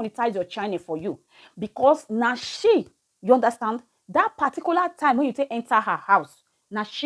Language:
Nigerian Pidgin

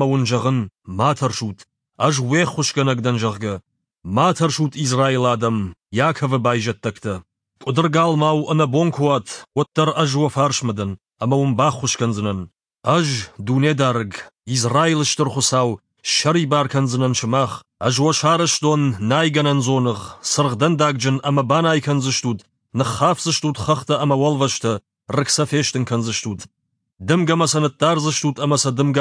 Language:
Ossetic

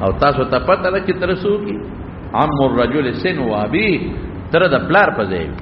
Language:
Pashto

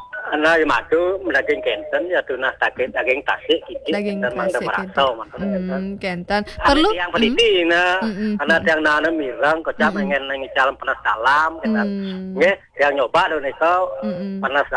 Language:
Balinese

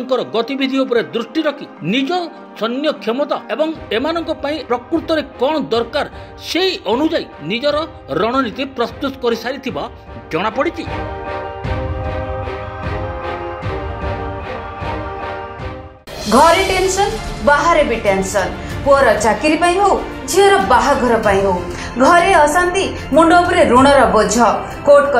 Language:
Odia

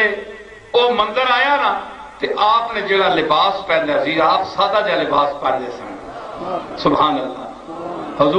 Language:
Saraiki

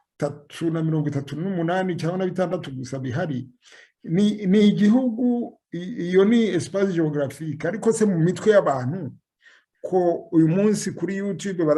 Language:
Kinyarwanda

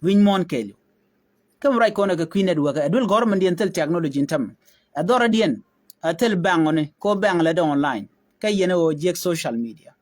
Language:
Nuer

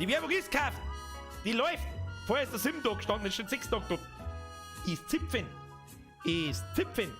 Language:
Bavarian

